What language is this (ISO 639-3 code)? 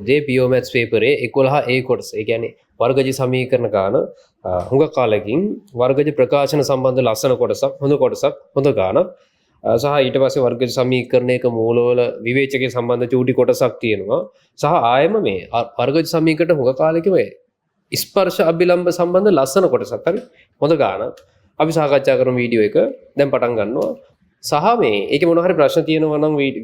sin